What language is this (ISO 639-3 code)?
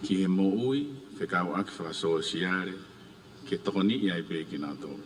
ton